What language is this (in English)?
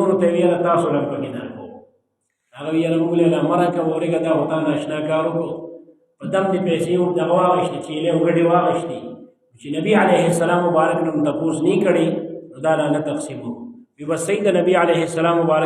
Pashto